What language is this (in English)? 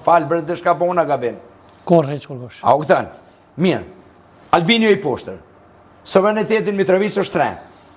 Albanian